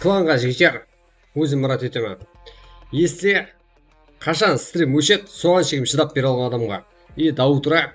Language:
Kara-Kalpak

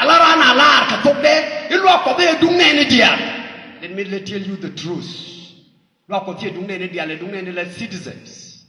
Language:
Nuer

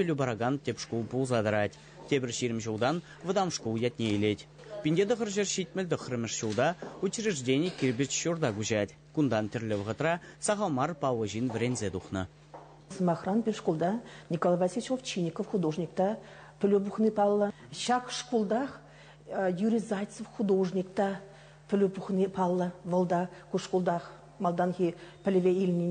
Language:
Chuvash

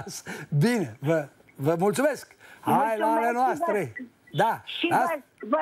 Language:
Romanian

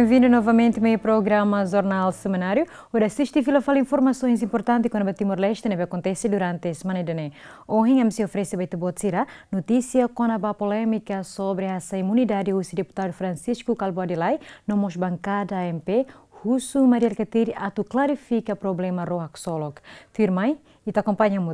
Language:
Tetum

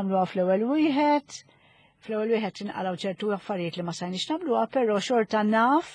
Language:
Maltese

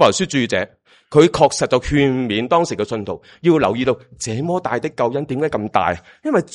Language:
Cantonese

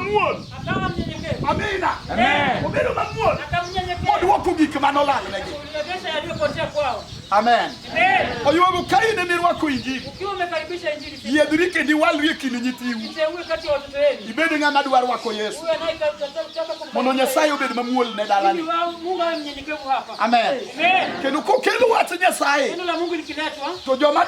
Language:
Luo (Kenya and Tanzania)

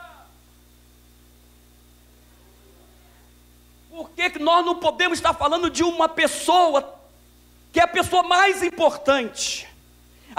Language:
Portuguese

